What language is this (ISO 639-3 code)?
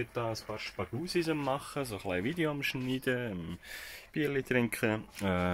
gsw